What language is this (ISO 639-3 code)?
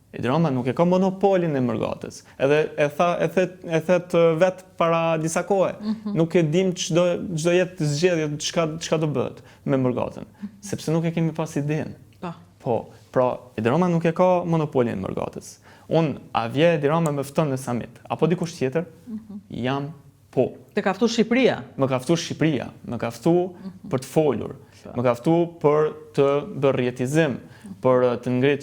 sqi